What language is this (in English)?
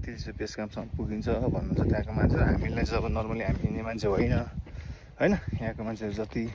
Nepali